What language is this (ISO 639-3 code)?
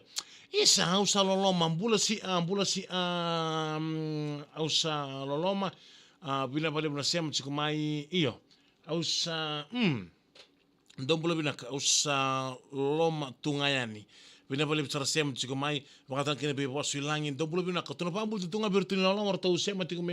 fij